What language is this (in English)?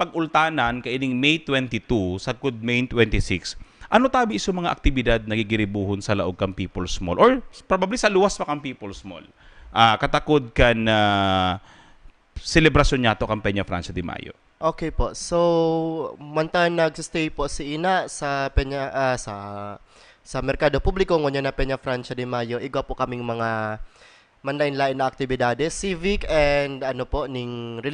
Bikol